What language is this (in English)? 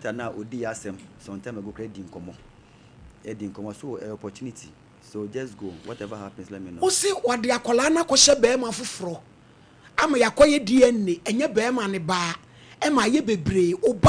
Akan